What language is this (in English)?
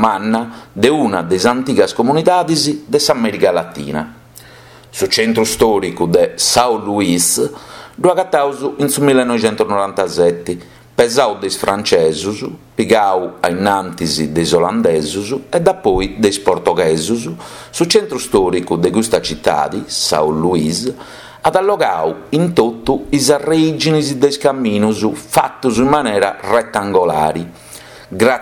Sardinian